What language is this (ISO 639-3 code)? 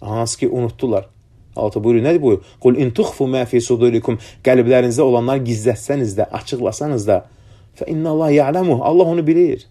aze